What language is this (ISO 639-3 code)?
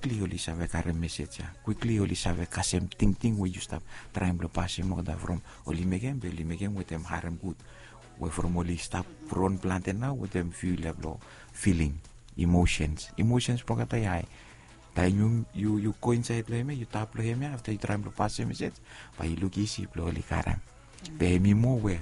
bis